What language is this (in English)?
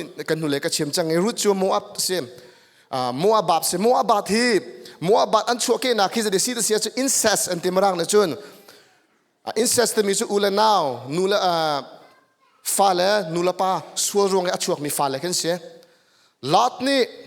Hakha Chin